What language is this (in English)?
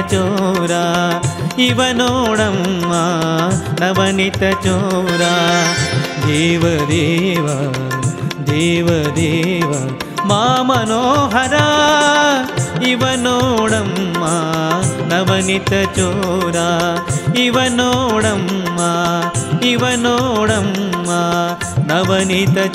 Kannada